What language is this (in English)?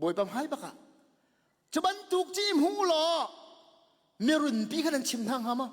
Hakha Chin